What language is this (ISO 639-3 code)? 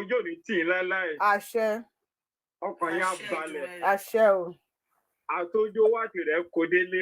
yor